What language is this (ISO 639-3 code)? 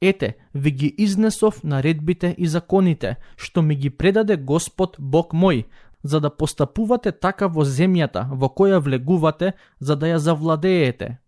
mkd